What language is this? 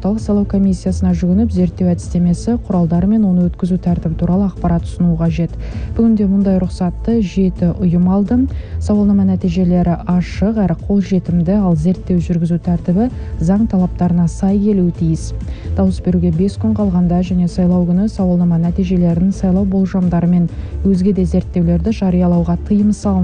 Kazakh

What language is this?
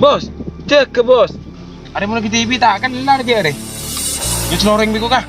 Madurese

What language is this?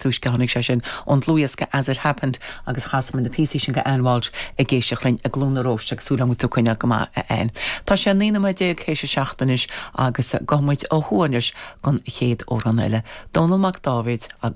Irish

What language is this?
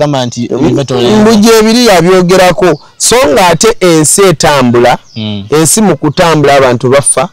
Ganda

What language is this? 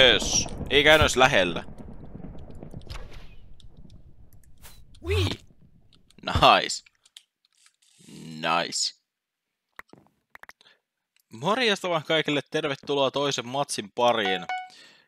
Finnish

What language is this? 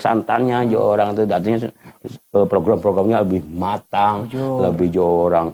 Banjar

